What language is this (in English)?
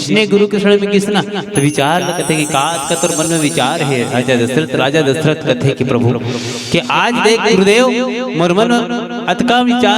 Chhattisgarhi